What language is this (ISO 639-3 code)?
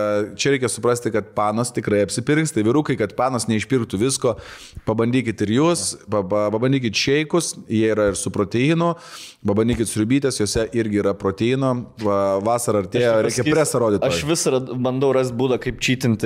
lit